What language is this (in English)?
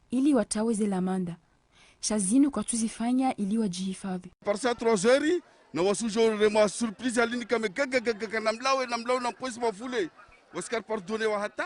Ngazidja Comorian